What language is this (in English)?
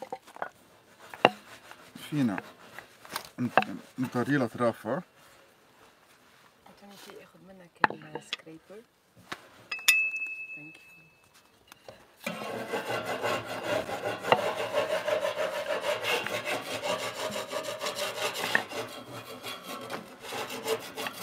North Levantine Arabic